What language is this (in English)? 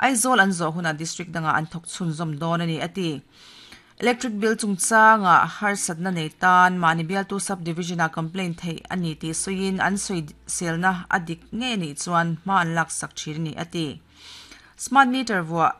Mizo